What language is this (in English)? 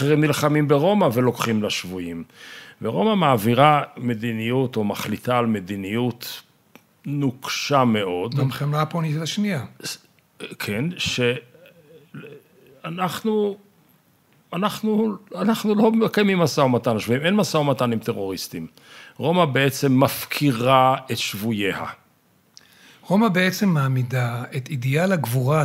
Hebrew